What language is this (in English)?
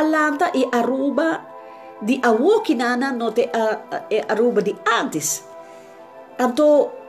Papiamento